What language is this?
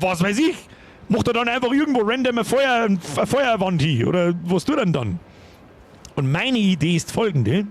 Bavarian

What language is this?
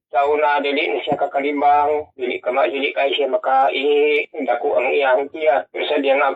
Cebuano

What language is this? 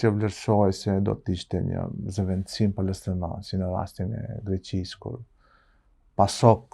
Albanian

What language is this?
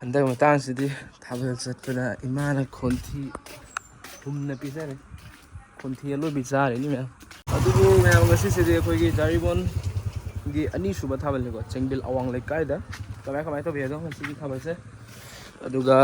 Manipuri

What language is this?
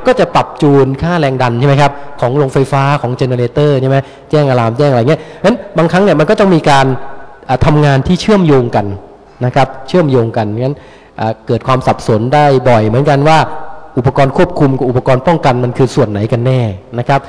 Thai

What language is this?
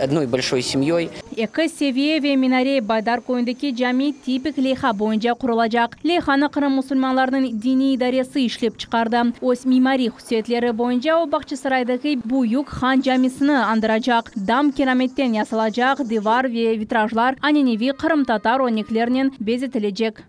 Crimean Tatar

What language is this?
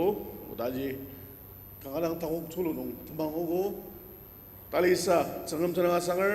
Ao Naga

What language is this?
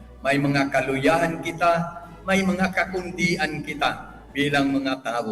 Bikol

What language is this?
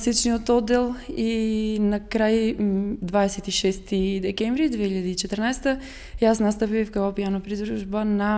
Macedonian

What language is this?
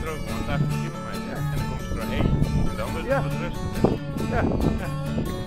Western Frisian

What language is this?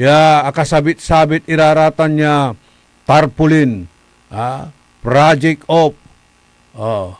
Pangasinan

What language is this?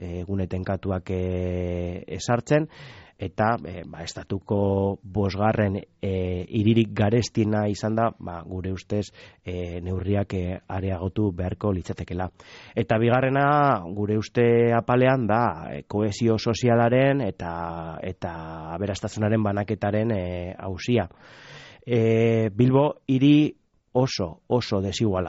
Basque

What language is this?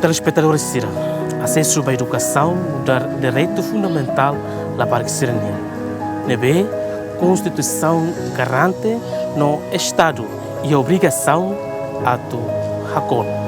Tetum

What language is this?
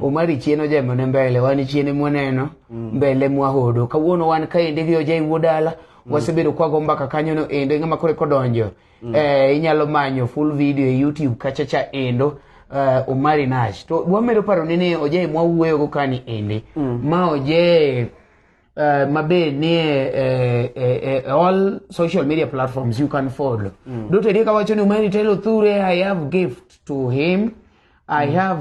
Luo (Kenya and Tanzania)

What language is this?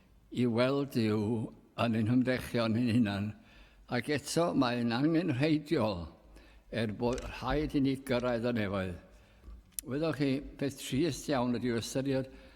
Welsh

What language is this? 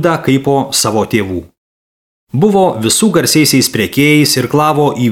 Lithuanian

